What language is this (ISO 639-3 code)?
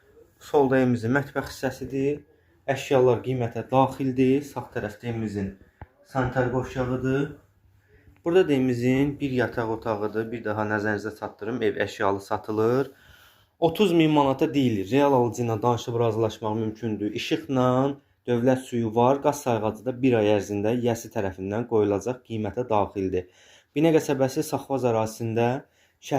aze